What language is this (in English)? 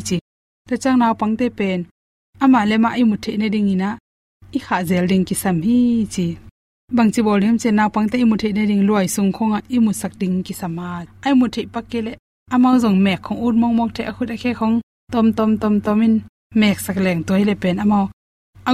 Tedim Chin